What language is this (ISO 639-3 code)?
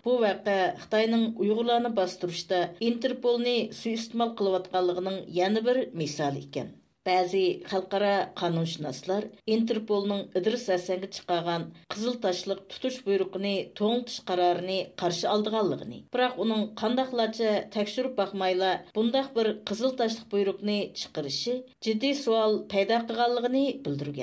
uig